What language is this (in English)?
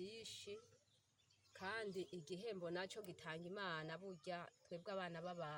Rundi